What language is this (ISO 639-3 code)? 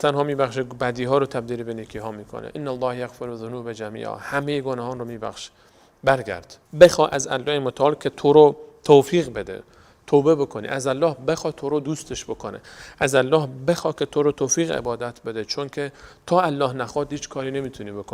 fas